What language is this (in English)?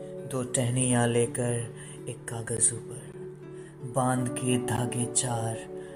Hindi